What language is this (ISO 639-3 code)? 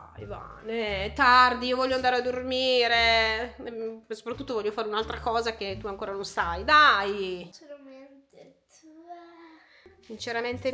ita